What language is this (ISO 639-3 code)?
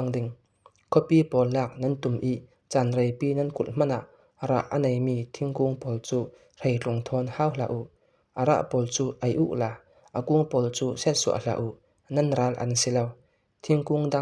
cfm